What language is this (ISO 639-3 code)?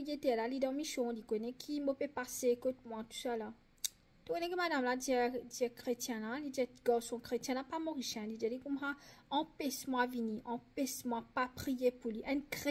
mfe